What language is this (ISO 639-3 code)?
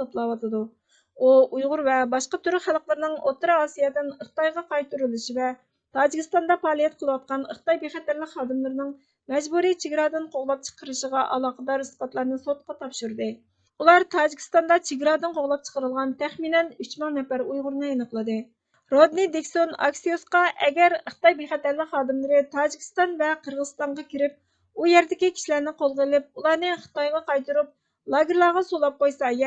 uig